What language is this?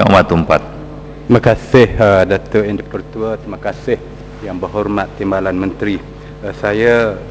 Malay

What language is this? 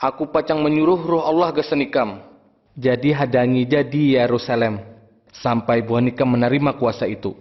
Banjar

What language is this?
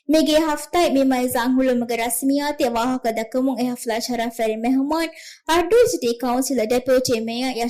Divehi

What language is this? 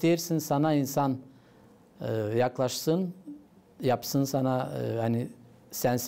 Gagauz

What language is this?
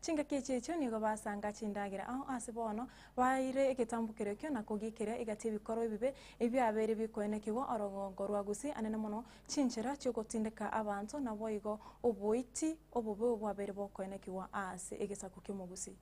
Gusii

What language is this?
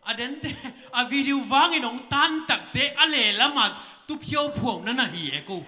Tedim Chin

